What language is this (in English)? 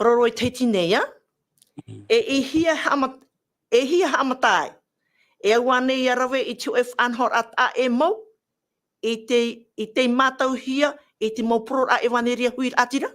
Tahitian